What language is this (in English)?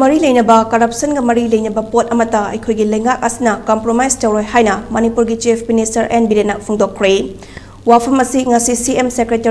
Manipuri